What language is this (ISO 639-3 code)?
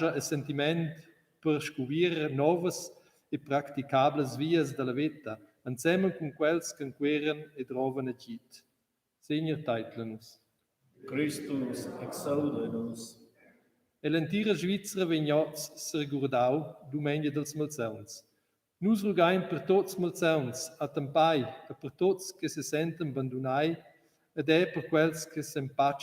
roh